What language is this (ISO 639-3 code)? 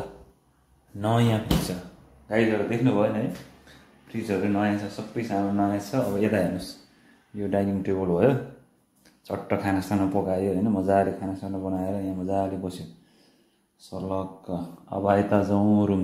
nep